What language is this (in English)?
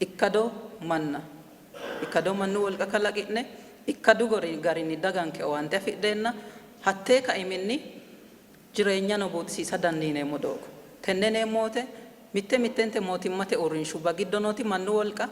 Sidamo